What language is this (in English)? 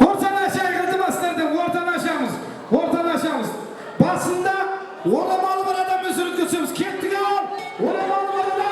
Kara-Kalpak